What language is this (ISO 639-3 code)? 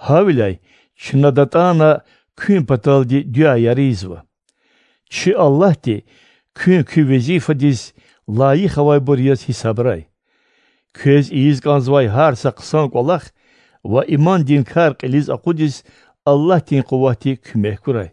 lez